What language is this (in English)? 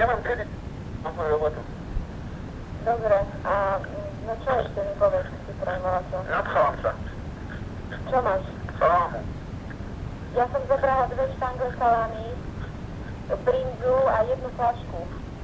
Slovak